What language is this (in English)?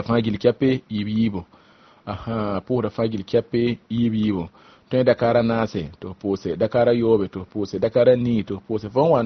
Mossi